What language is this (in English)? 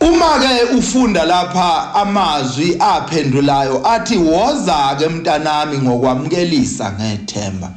Zulu